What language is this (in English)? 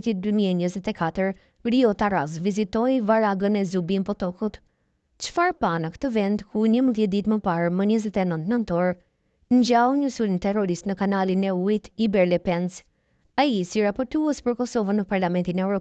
Albanian